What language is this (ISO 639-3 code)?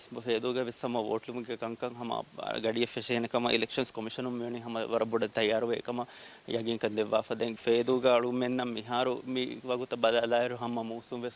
div